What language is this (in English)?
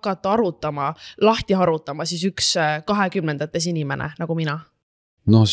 Estonian